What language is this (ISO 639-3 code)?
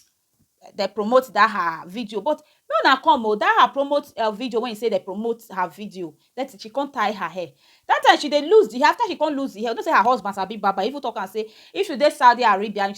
pcm